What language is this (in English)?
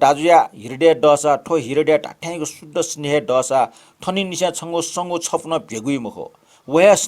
Newari